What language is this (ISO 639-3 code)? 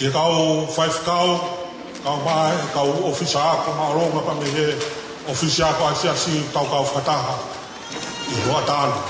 ton